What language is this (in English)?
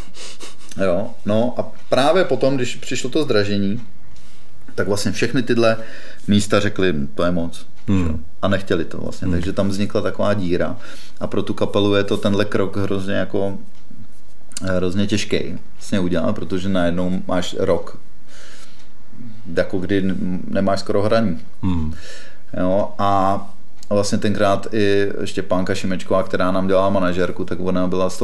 Czech